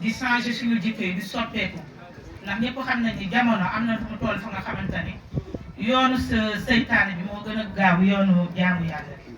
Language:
Wolof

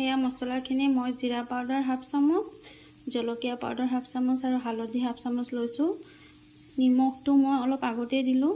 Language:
Assamese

